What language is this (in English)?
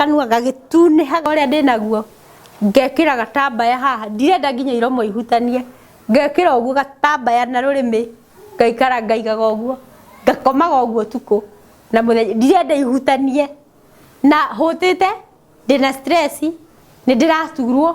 Kikuyu